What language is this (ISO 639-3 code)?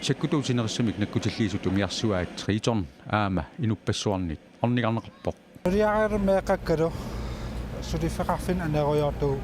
kal